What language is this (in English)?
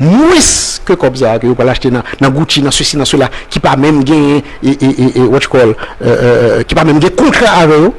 Haitian Creole